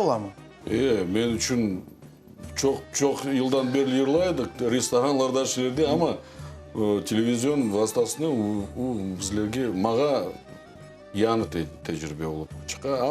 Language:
Crimean Tatar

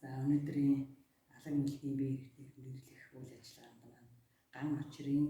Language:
Mongolian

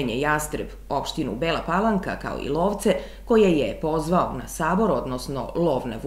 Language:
Serbian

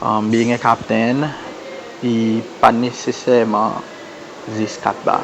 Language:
Seselwa Creole French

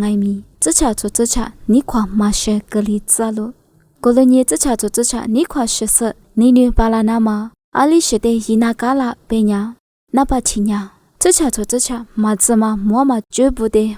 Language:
Lisu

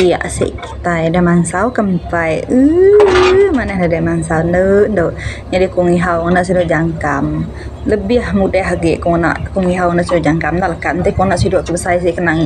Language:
Iban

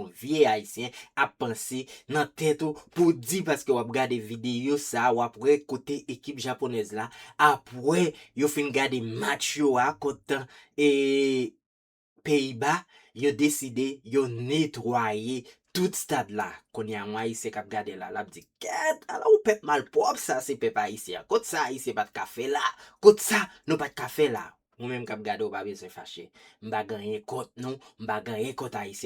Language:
Haitian Creole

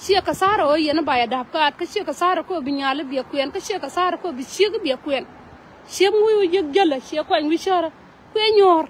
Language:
Nuer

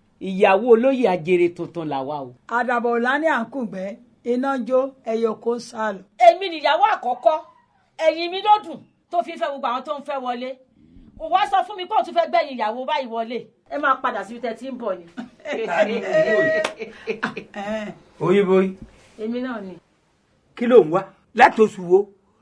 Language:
Yoruba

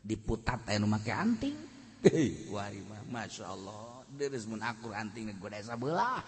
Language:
Sundanese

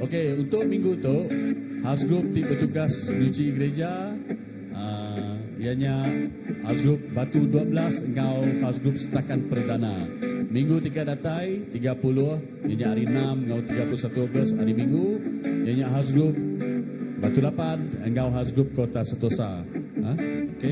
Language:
Iban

